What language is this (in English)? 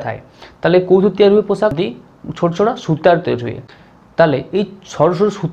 Odia